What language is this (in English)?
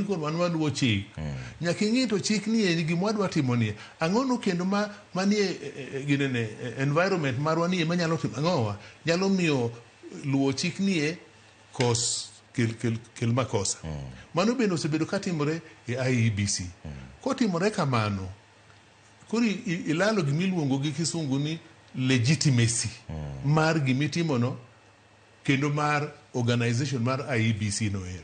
Luo (Kenya and Tanzania)